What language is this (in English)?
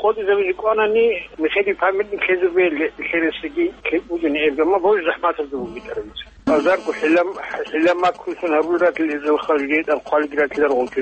Avaric